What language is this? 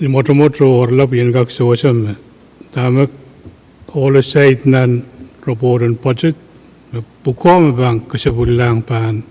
Pohnpeian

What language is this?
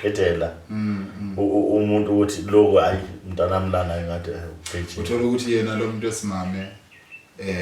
Zulu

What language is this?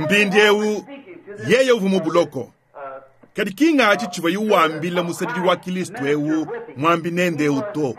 Luba-Lulua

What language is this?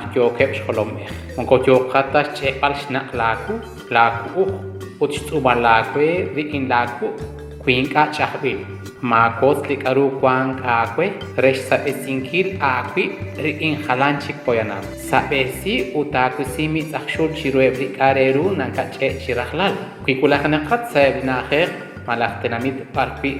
Kekchí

